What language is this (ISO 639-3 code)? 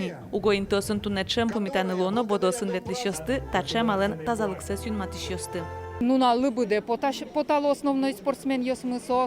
udm